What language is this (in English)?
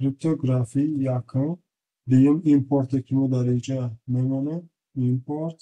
Tajik